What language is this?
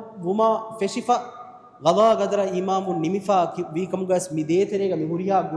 Divehi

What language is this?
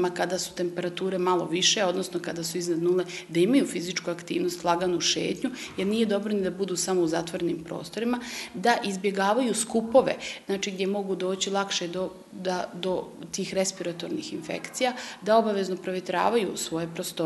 Bosnian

